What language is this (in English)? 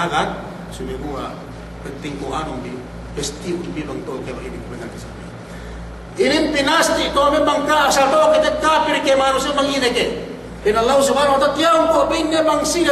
Yakan